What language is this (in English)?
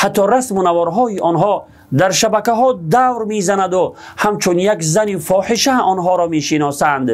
Tajik